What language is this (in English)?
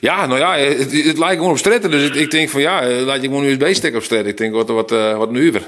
Western Frisian